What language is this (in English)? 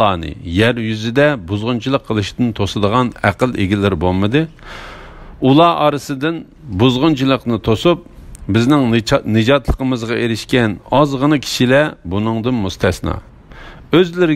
Uyghur